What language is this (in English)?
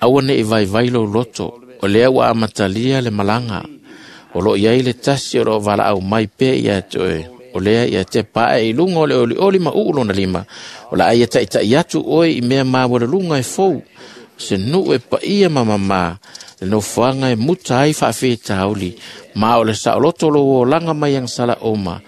Samoan